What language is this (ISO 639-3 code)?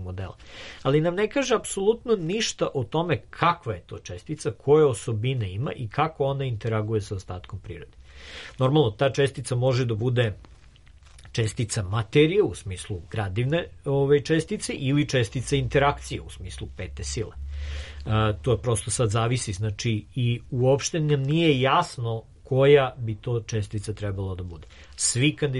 srp